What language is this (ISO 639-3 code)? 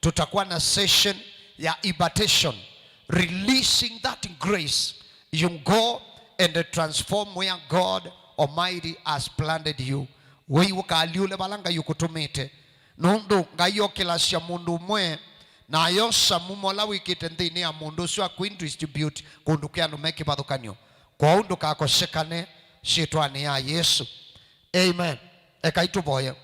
kam